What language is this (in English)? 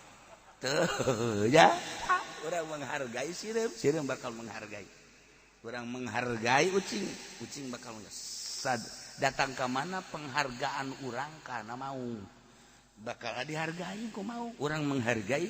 Sundanese